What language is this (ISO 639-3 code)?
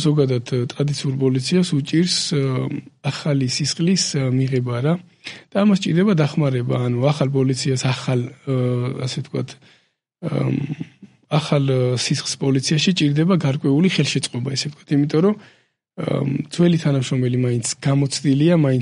kat